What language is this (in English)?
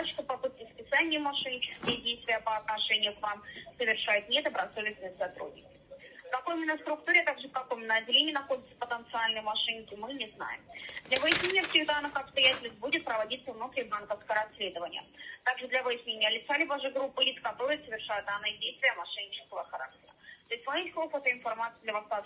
Russian